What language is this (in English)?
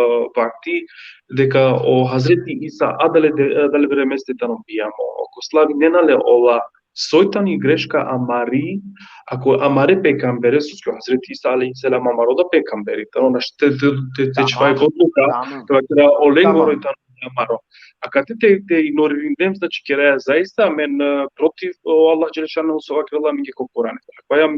Balkan Romani